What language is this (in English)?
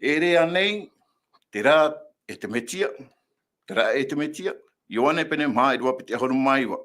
Tahitian